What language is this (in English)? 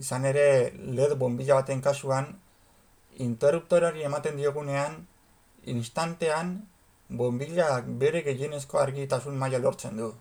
Basque